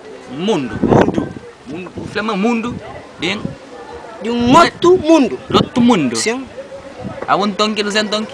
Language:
Kabuverdianu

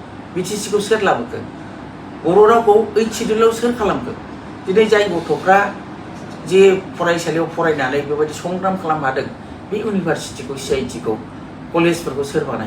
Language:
Bodo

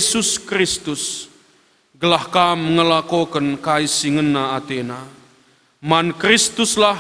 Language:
Batak Karo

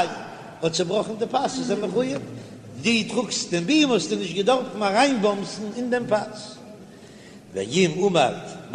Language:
Yiddish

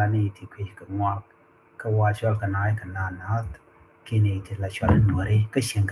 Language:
Nuer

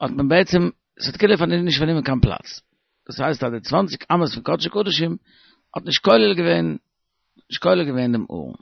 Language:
Yiddish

